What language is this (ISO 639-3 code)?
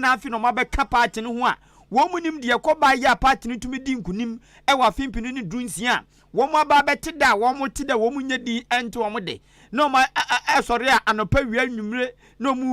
aka